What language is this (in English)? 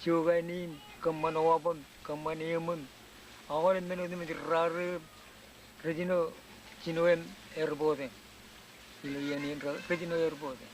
Marshallese